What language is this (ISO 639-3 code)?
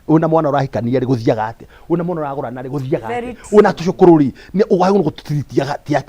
kik